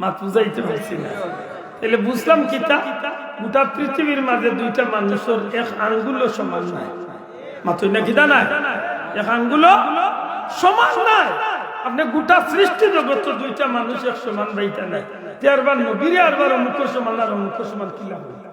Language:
Sylheti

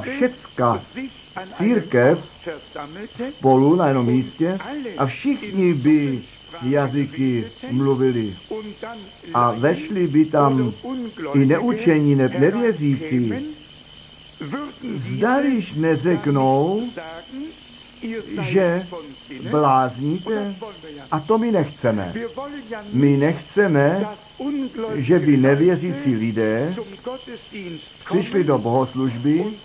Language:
Czech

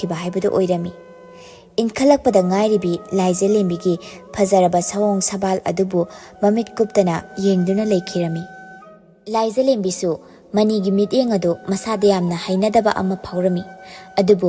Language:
Manipuri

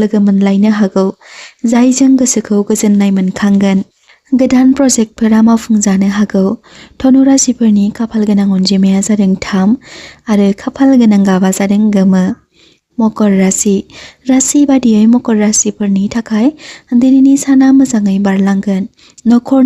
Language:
Bodo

